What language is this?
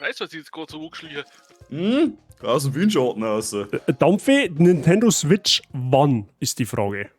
Bavarian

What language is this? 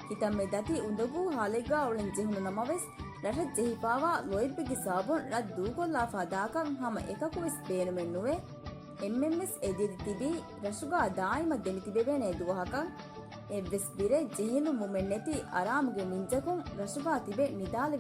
Divehi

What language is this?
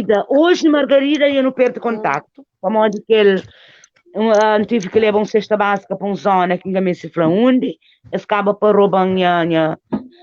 Kabuverdianu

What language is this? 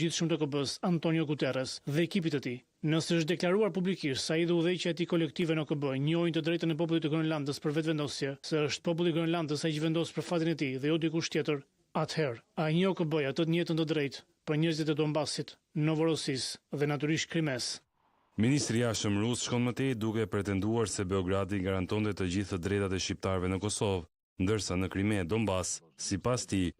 Albanian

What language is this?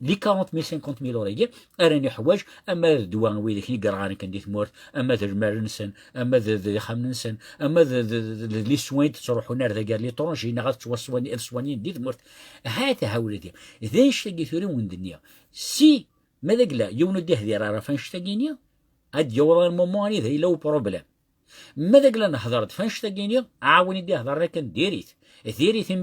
Kabyle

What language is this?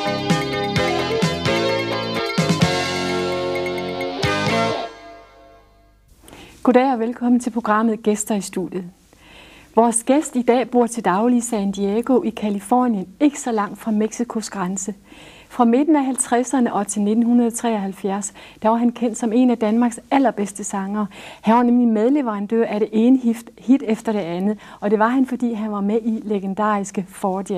Danish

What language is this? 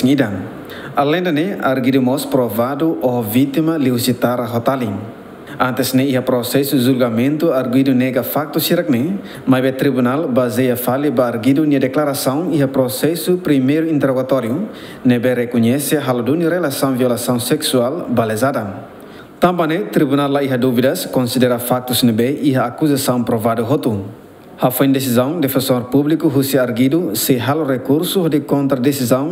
Tetum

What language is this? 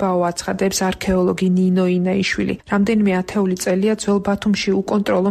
Georgian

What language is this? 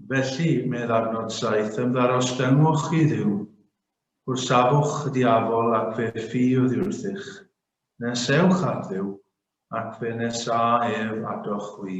Welsh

